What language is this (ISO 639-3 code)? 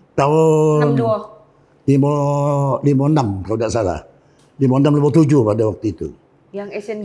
mui